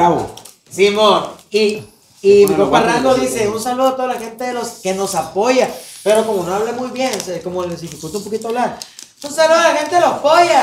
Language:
Spanish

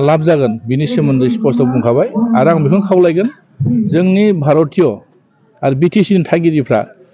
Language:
Bodo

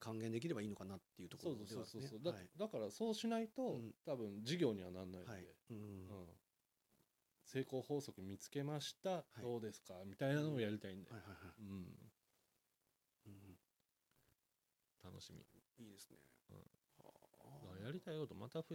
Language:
Japanese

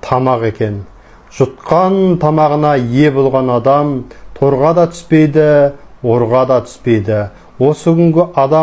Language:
Kazakh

